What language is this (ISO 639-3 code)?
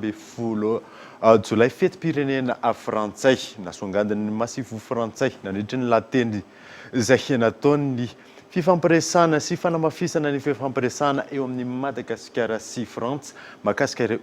mlg